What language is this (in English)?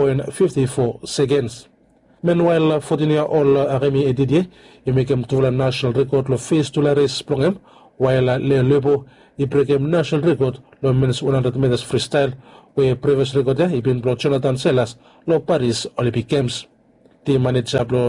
Bislama